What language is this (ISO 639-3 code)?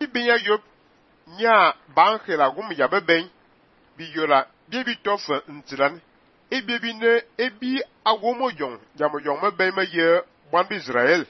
fan